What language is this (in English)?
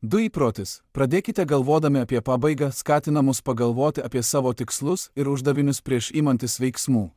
Lithuanian